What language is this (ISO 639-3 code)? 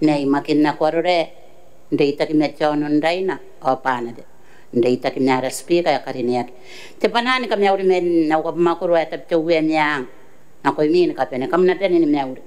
gil